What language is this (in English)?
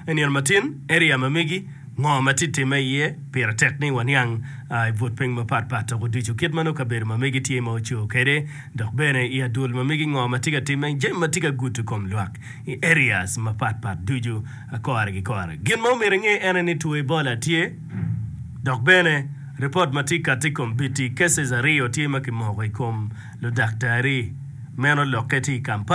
Acoli